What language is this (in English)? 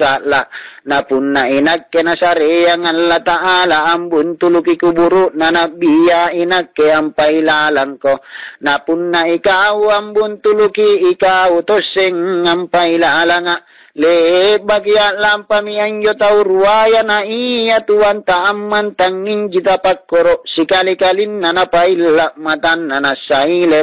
Makasar